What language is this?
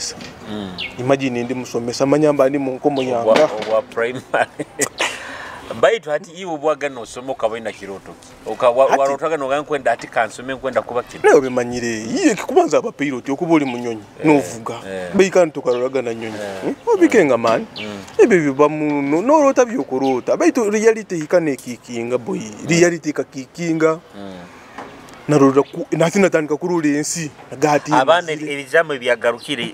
Nyoro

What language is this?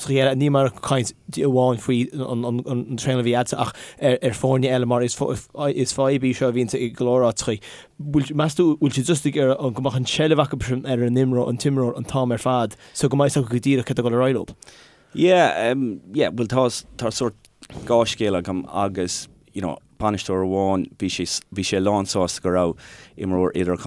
Irish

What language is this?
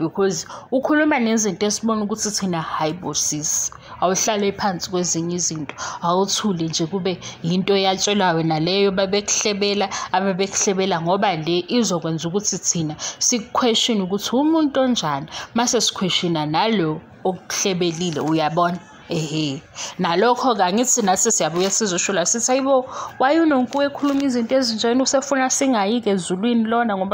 Zulu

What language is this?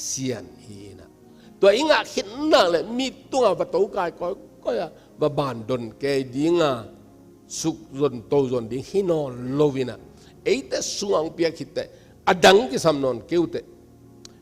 Tedim Chin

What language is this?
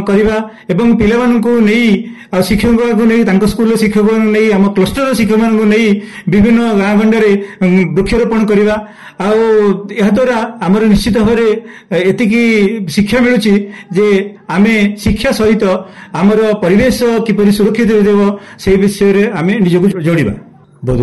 Odia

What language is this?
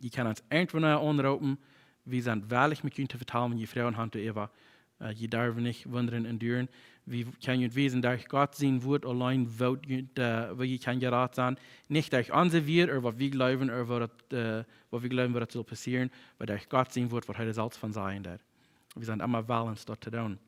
Plautdietsch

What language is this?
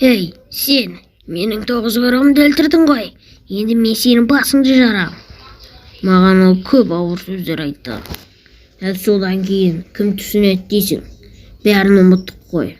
Kazakh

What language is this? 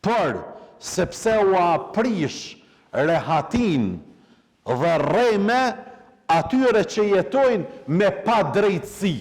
Albanian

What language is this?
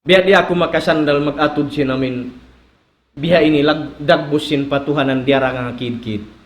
Tausug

